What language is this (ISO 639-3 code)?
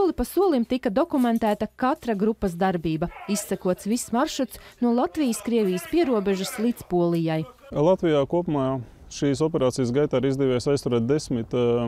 lav